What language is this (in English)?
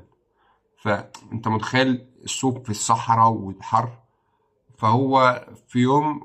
Egyptian Arabic